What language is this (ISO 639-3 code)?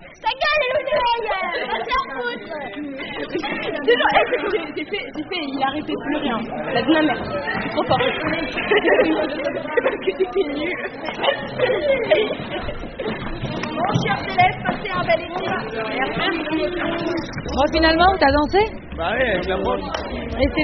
fra